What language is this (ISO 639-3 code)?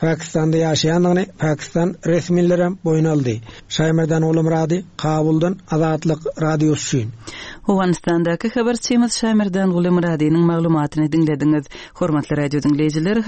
tuk